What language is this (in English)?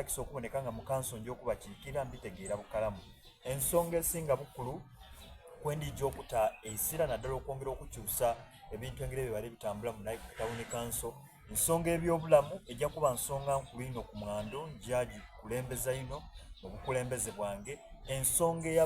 Soga